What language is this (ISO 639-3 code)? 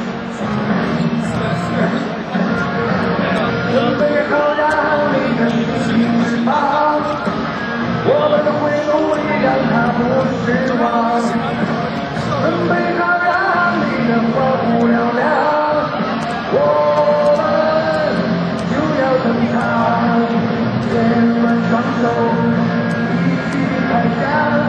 zho